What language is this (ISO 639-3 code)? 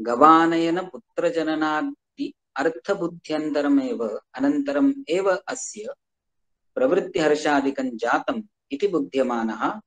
san